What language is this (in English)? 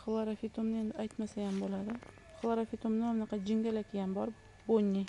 Uzbek